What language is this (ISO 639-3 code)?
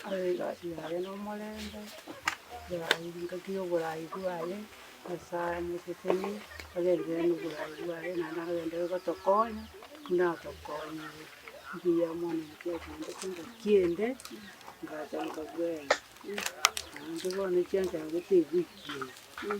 guz